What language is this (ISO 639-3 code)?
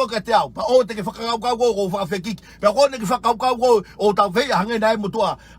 ton